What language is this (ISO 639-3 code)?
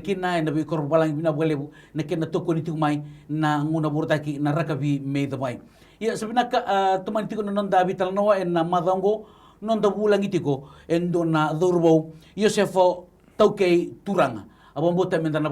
fij